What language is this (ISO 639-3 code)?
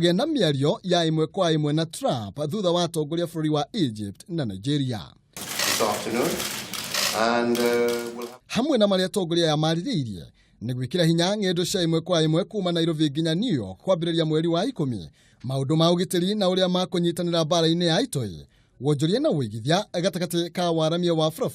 kik